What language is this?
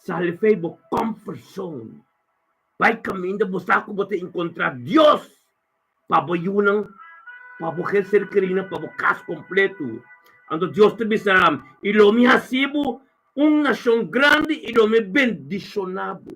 Papiamento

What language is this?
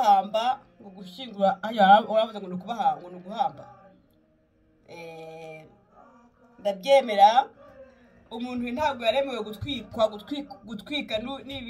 Kinyarwanda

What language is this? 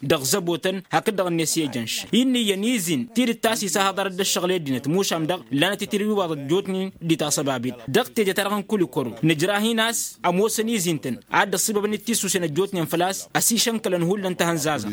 Tamasheq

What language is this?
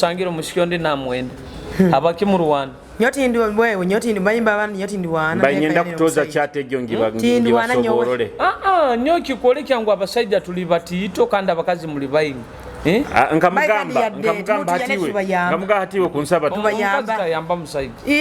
Nyoro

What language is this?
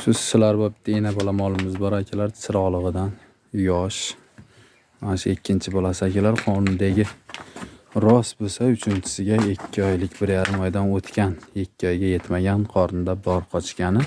Uzbek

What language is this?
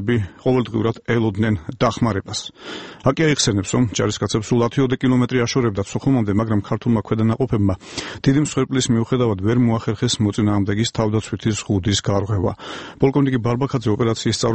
Georgian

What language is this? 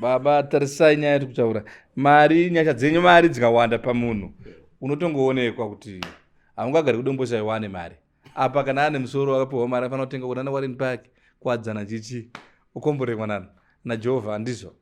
Shona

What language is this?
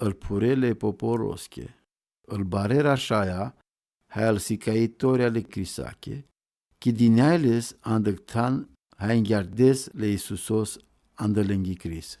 Romany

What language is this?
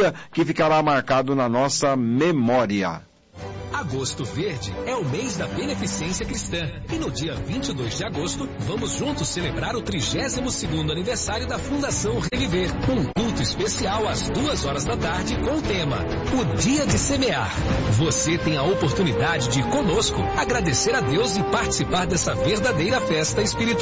Portuguese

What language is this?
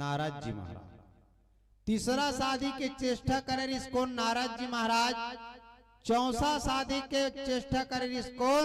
Chhattisgarhi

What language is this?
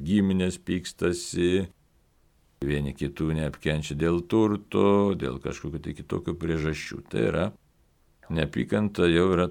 Lithuanian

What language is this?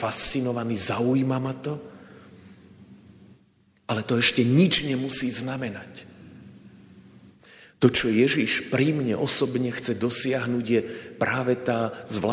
Slovak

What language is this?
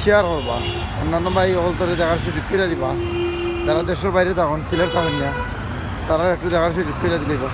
Sylheti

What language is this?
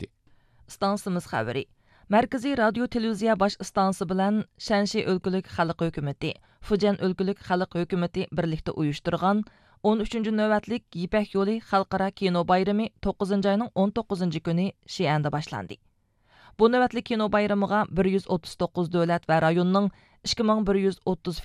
Uyghur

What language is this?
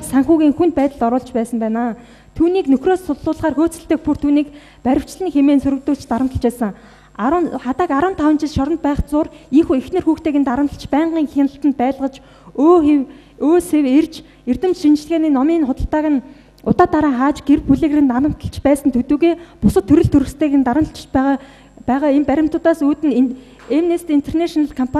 Mongolian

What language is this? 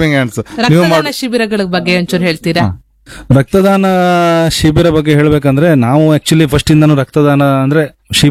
Kannada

